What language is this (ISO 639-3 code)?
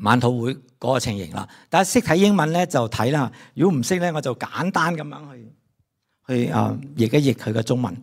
yue